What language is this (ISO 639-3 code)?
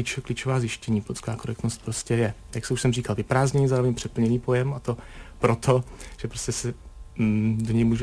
ces